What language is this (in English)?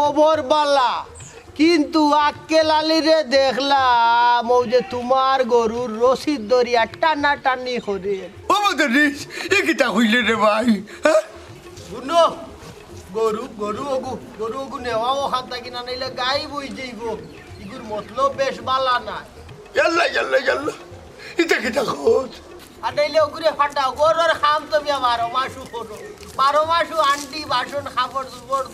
Sylheti